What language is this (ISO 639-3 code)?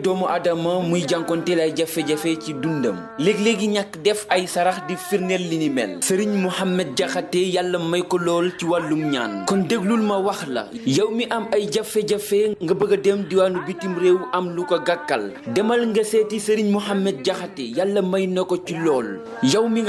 wol